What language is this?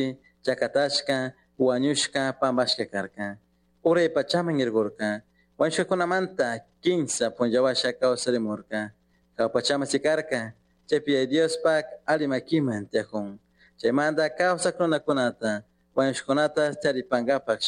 Chimborazo Highland Quichua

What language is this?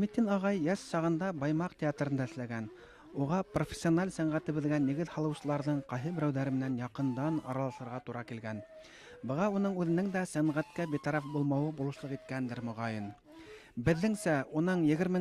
Bashkir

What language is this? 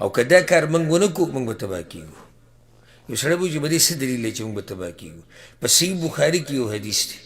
Pashto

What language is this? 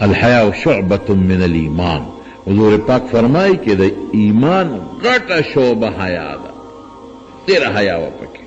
Pashto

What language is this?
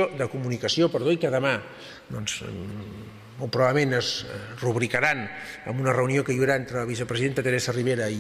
Catalan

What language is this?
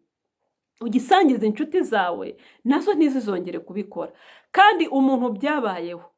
Kinyarwanda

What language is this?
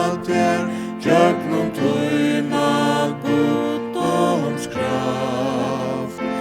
Faroese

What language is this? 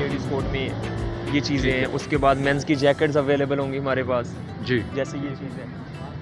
Hindi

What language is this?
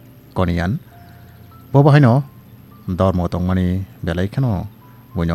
Kok Borok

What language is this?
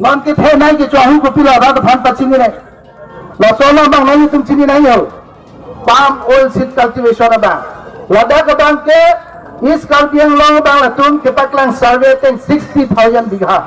Karbi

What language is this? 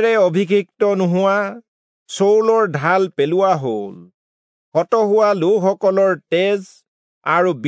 Assamese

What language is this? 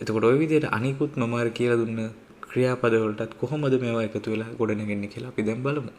Sinhala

